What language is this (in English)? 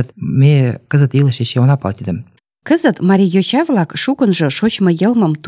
Mari